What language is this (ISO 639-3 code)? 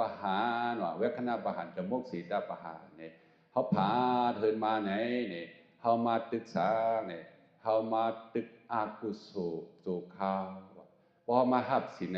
shn